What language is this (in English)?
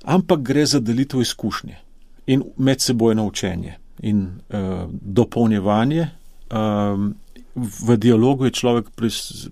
Slovenian